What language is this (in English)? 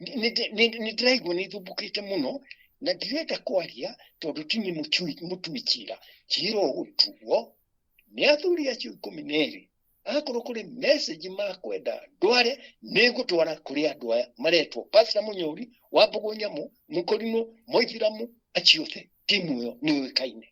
Kikuyu